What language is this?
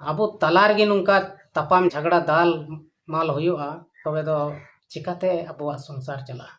Santali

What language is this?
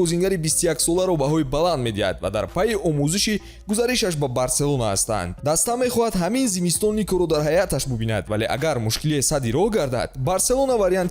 Tajik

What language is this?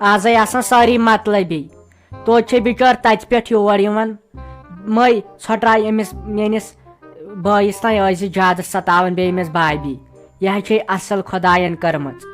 Kashmiri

